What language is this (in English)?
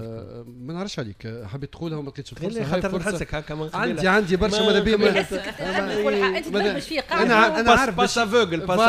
Tunisian Arabic